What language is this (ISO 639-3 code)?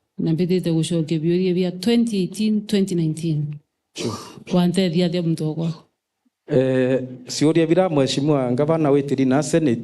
mer